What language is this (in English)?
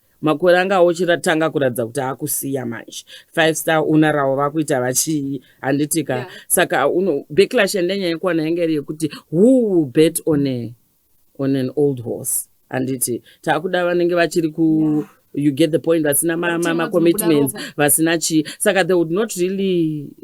Shona